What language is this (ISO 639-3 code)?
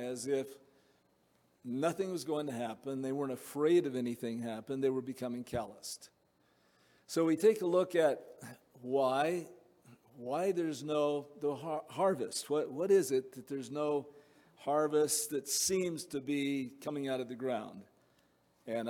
eng